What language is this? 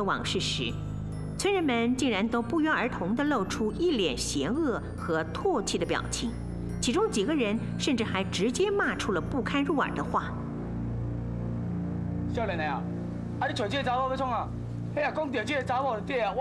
Chinese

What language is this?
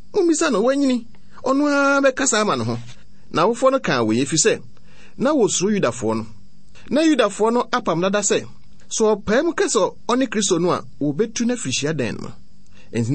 Akan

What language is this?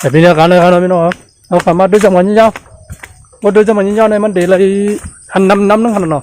Shan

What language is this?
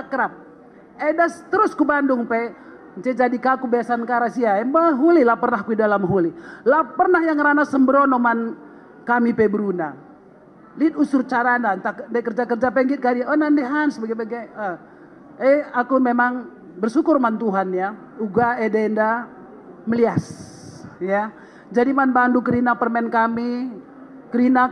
Batak Karo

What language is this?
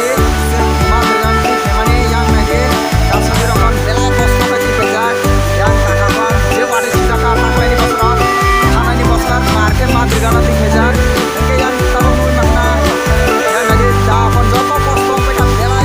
Kok Borok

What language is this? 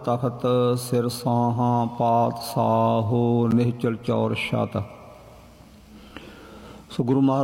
Punjabi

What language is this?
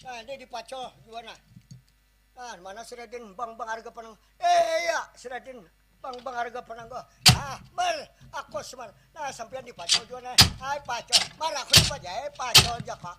Banjar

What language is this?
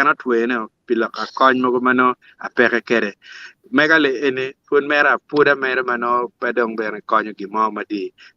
Acoli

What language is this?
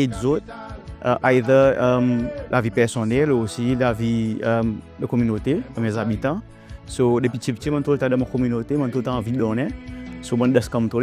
Seselwa Creole French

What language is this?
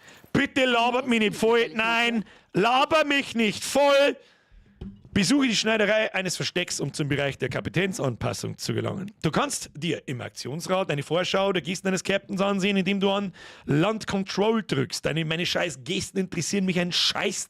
Bavarian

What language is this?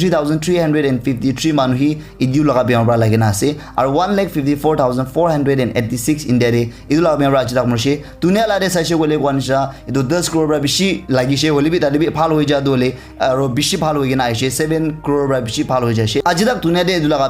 Naga Pidgin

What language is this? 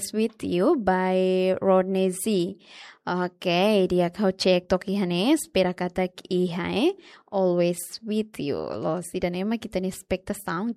Tetum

